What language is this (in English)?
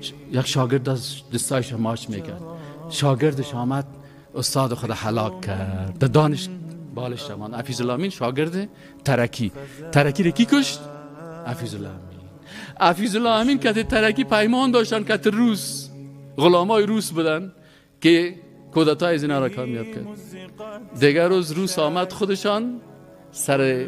Persian